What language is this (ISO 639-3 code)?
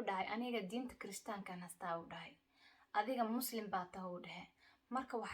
som